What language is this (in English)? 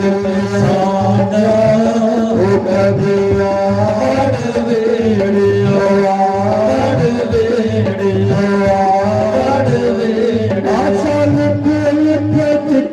Dogri